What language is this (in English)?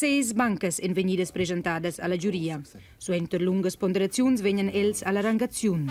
Romansh